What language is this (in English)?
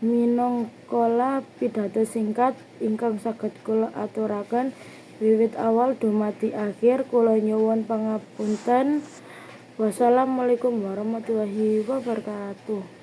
Javanese